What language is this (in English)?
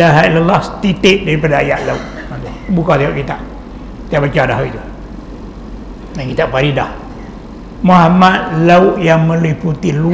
Malay